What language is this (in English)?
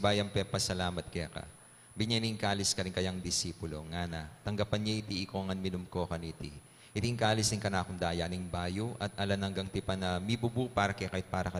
Pampanga